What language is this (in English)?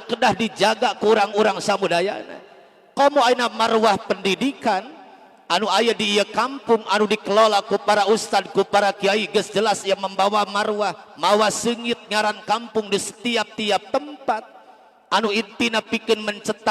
Sundanese